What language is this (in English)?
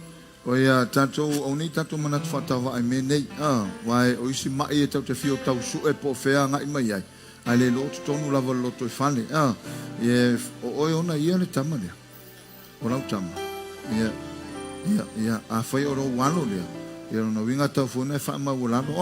Samoan